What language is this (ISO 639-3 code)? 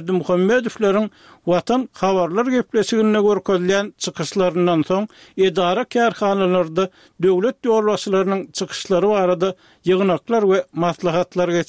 tuk